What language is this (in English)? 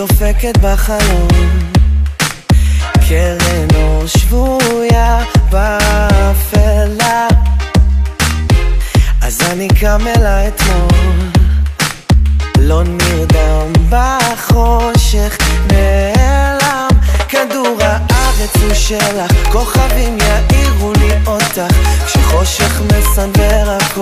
Hebrew